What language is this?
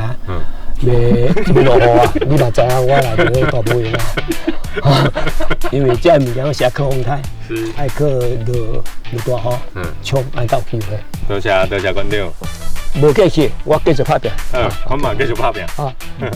Min Nan Chinese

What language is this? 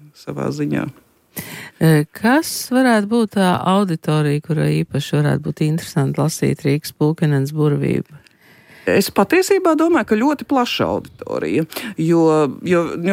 Latvian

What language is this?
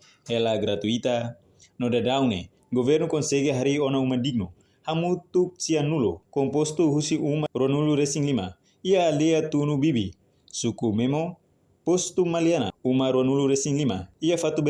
Tetum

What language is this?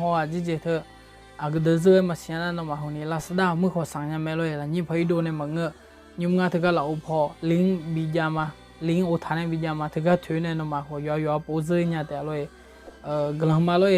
Akha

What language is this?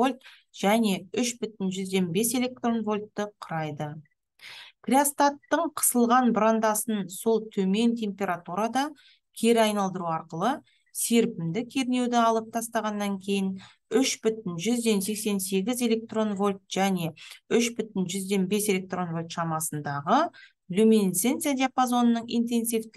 Kazakh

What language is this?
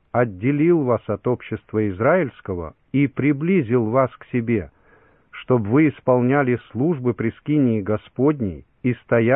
Russian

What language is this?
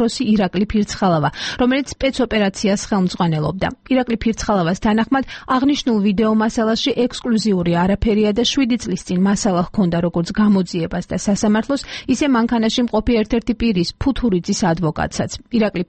Georgian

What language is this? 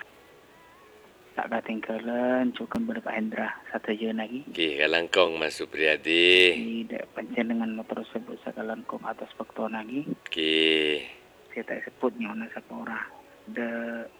Malay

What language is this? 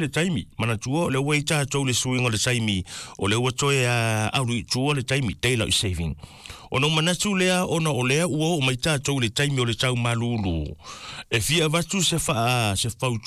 Samoan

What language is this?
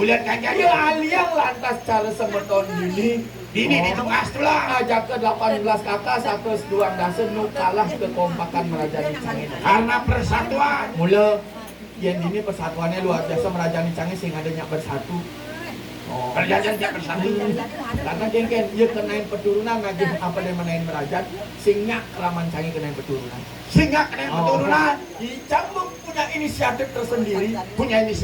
Balinese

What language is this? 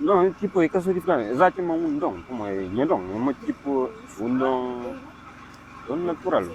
Kabuverdianu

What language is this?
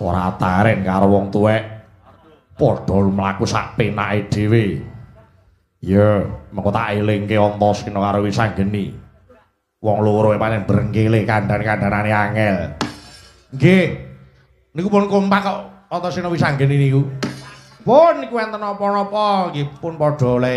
Javanese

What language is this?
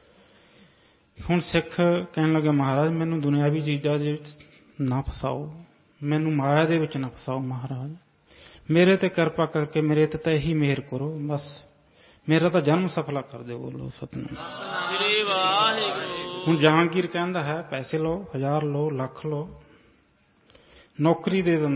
Punjabi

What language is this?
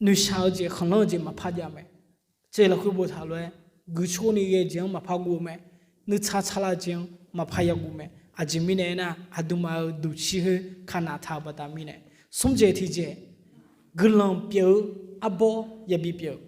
Akha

